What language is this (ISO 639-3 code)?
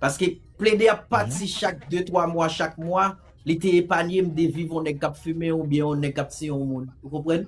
hat